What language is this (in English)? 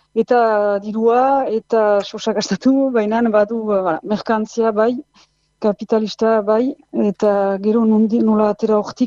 Basque